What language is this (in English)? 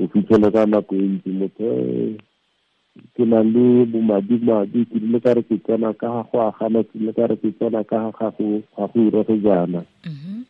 Tswana